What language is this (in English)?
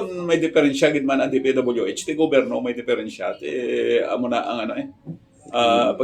Hiligaynon